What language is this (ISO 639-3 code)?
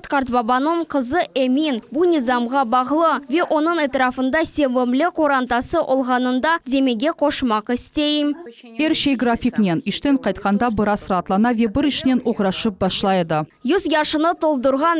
crh